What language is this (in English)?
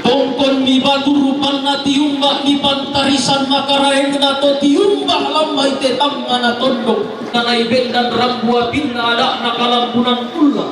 Toraja-Sa'dan